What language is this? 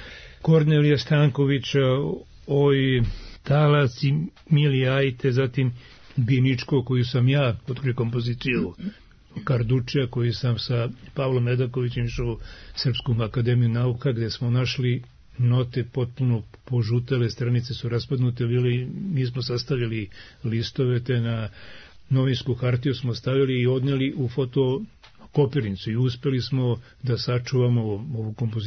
Serbian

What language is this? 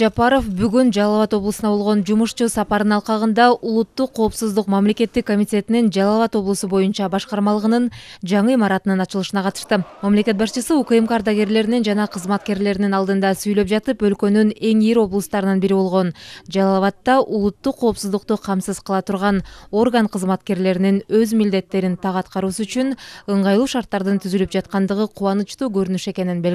Kyrgyz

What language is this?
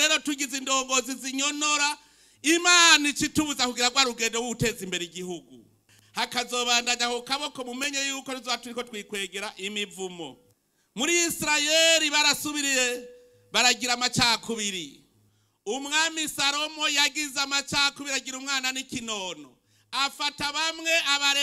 Rundi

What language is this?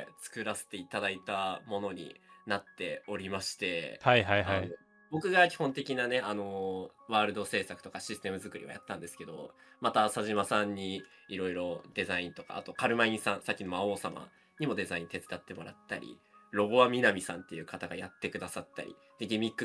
Japanese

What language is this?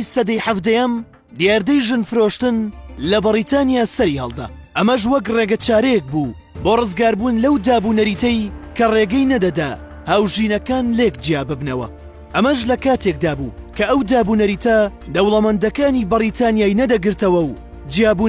Central Kurdish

